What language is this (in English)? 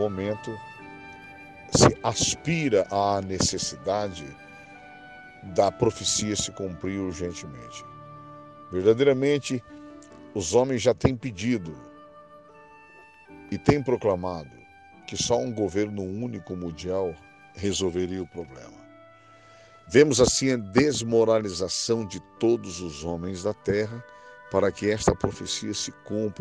Portuguese